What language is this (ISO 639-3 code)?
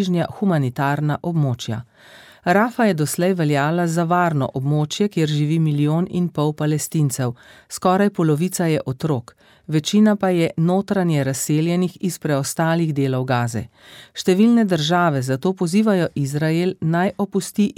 slv